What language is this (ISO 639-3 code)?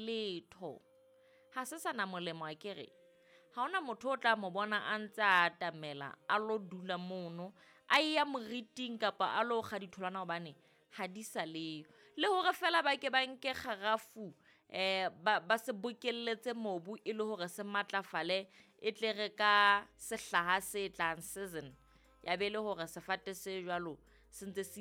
sot